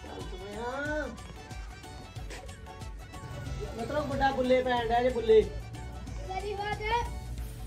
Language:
Punjabi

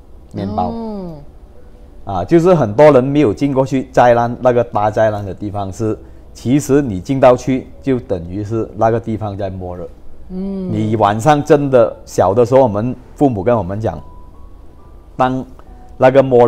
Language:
Chinese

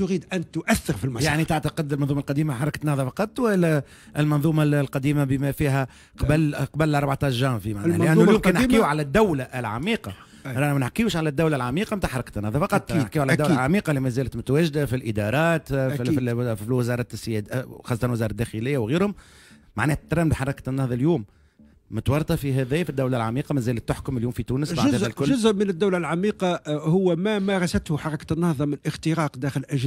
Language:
Tunisian Arabic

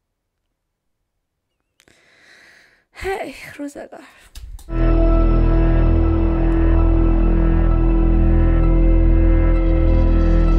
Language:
Persian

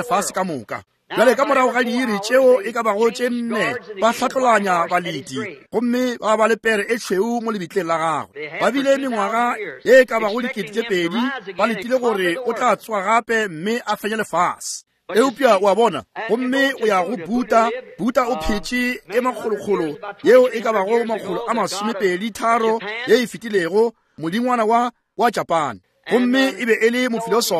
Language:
Northern Sotho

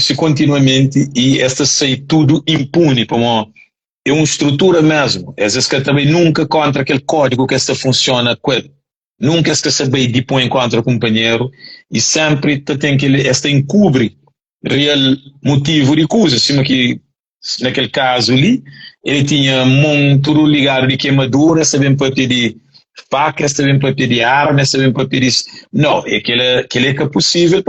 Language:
Kabuverdianu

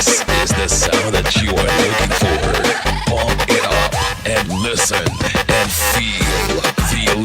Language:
Hiligaynon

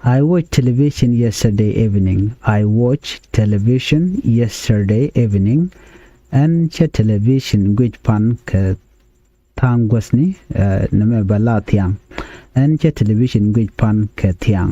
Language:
Nuer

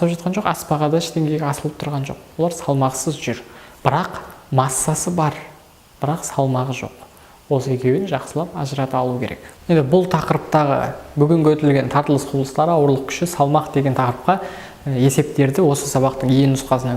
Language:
Kazakh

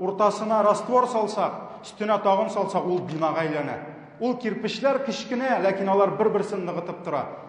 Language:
Tatar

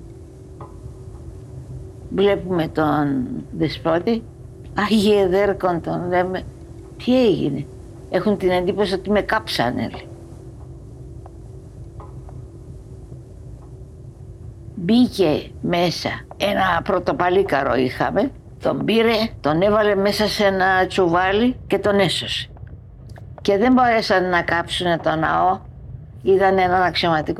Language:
Greek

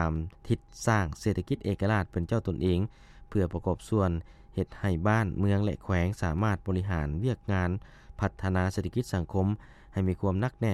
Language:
Lao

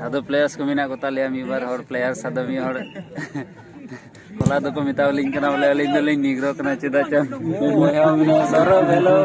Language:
Santali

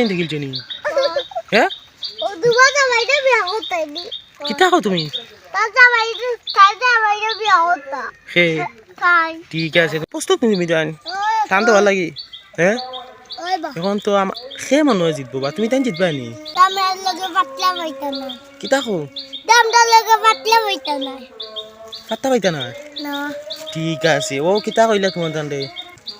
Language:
Sylheti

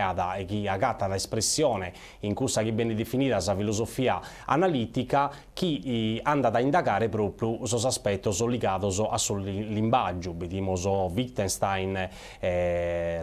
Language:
Sardinian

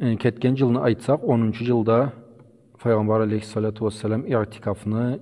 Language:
Karachay-Balkar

